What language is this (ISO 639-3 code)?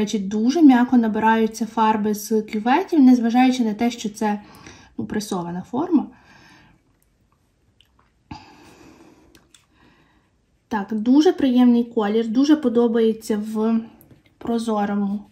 ukr